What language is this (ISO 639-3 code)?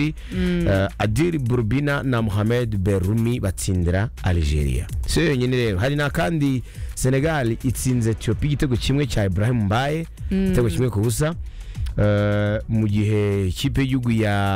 kin